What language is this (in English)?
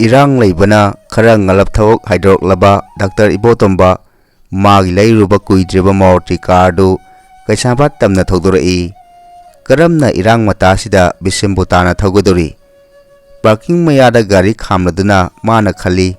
Manipuri